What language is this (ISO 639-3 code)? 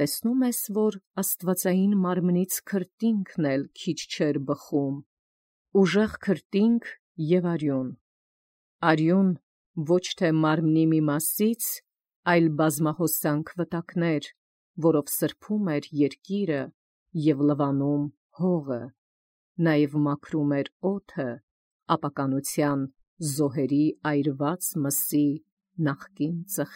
hye